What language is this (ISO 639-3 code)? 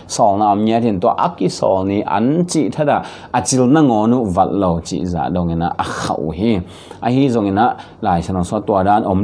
ctd